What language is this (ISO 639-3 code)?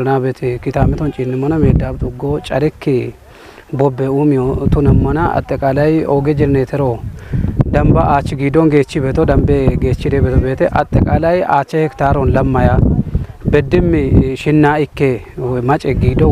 kbr